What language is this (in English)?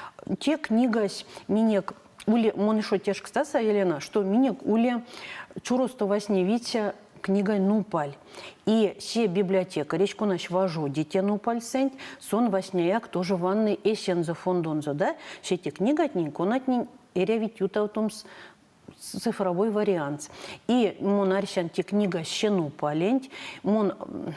Erzya